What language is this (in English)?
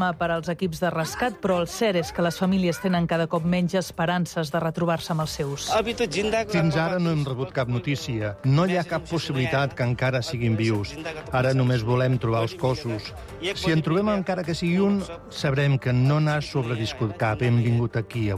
Catalan